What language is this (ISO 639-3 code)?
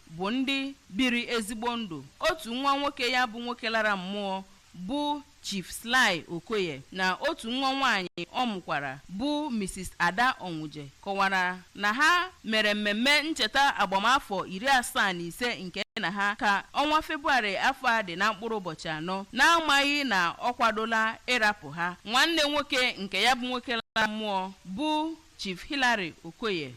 ibo